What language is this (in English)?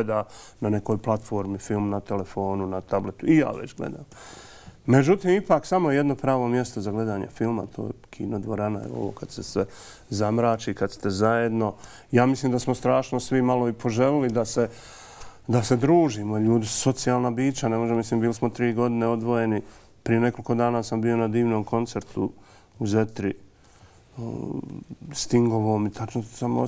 Bosnian